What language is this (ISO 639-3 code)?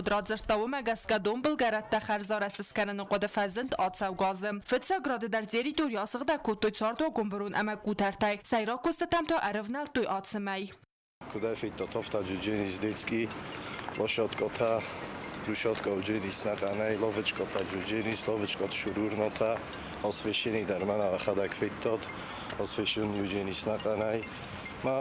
oss